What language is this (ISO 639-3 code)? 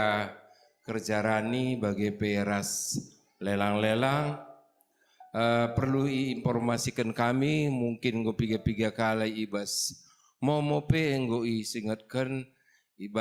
btx